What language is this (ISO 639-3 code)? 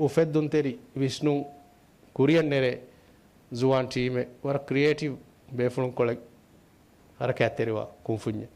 div